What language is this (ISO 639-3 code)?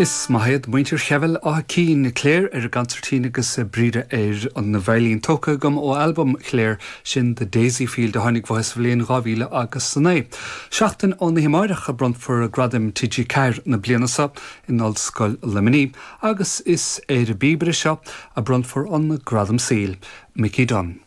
gle